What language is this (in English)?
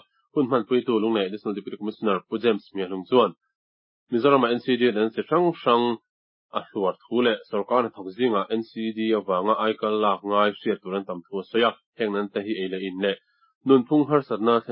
Mizo